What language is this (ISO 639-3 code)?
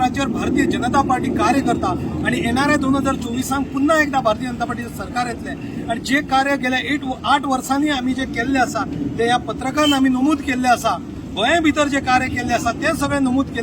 kok